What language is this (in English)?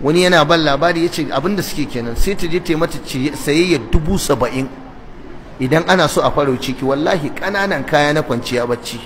Hausa